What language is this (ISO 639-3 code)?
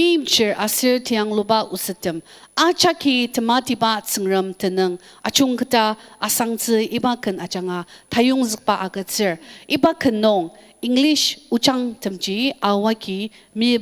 njo